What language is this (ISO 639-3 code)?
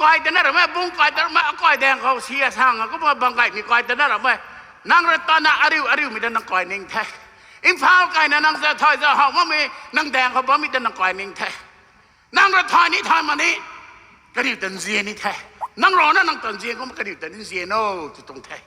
nbu